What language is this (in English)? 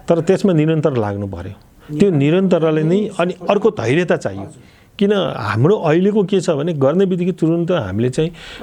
Nepali